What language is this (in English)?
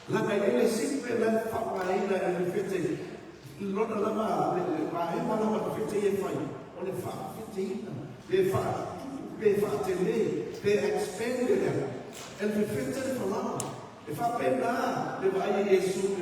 Samoan